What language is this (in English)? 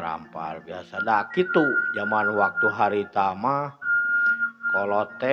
Sundanese